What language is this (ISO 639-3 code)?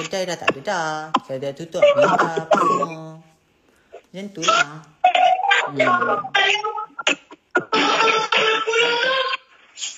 msa